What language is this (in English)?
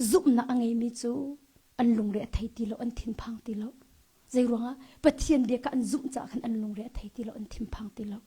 Hakha Chin